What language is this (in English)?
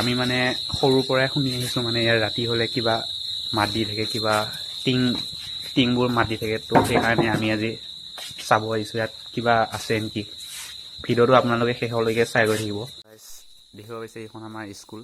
Assamese